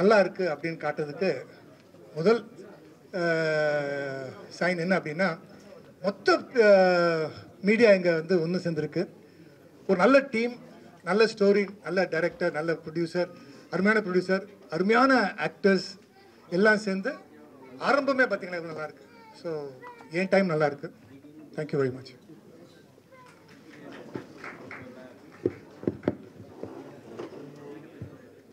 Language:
Tamil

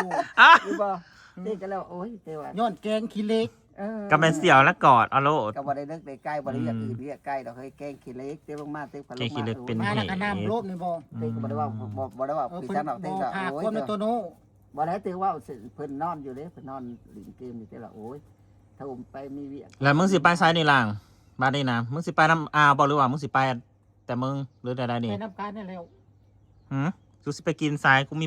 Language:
Northeastern Thai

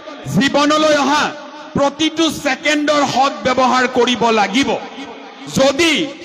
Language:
Assamese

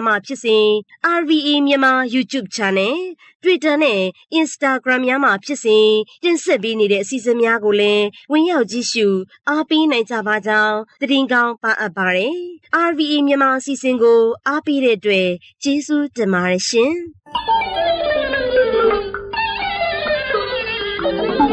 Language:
Burmese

